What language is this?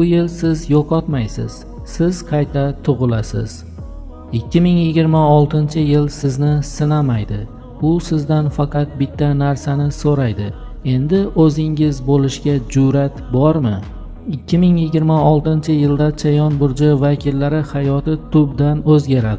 Uzbek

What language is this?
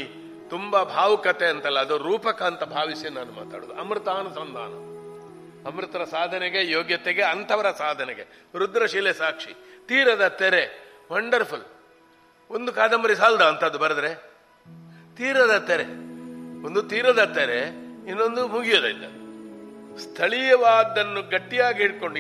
Kannada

